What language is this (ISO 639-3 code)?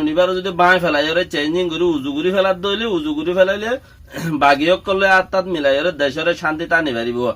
rhg